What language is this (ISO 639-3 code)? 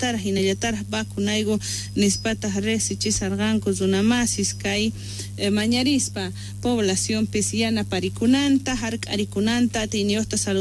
quh